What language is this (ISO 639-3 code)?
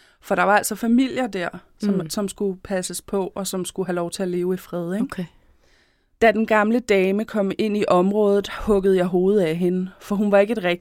dan